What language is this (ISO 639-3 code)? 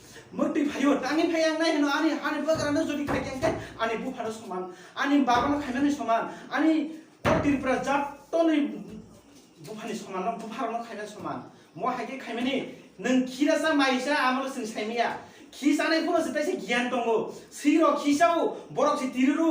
trp